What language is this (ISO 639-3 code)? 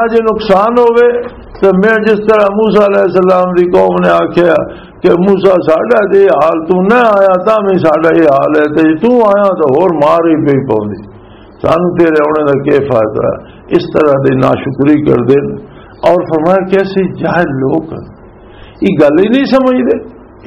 lah